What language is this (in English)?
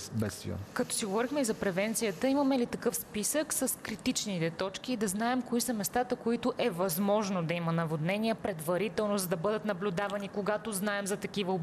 Bulgarian